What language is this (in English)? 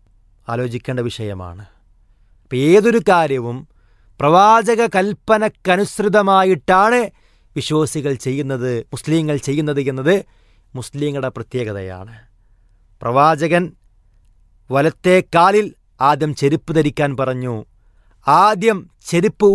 Malayalam